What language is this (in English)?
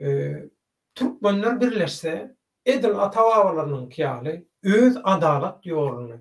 Turkmen